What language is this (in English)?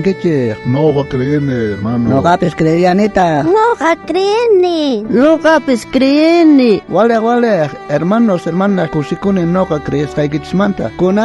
South Bolivian Quechua